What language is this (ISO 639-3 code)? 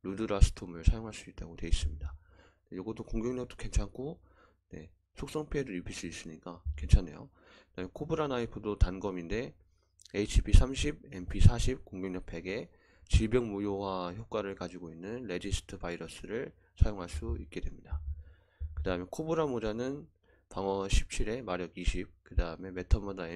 kor